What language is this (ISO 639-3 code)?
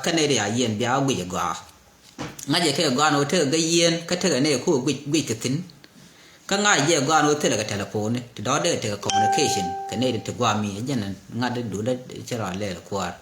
nus